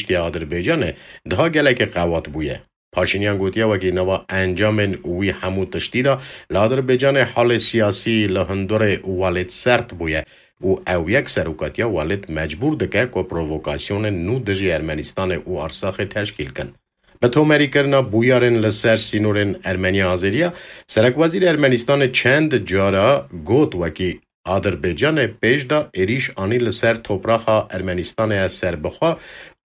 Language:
Kurdish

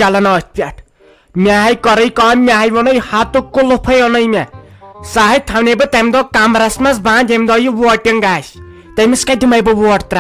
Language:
Kashmiri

